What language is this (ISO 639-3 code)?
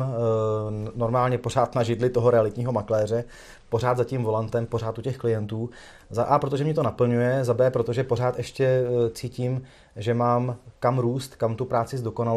ces